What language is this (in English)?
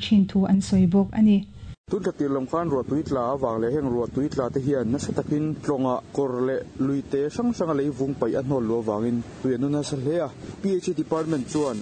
Mizo